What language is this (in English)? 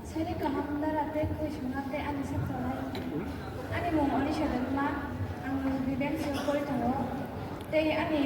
Kok Borok